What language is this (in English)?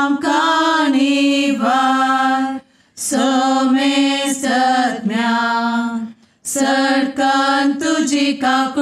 Konkani